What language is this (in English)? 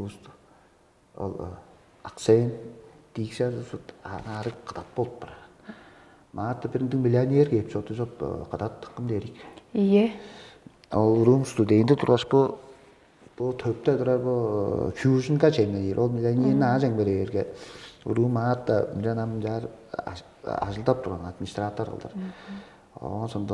Tuvinian